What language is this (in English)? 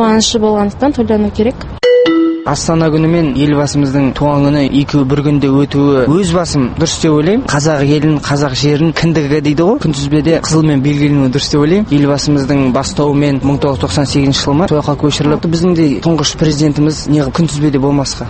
Kazakh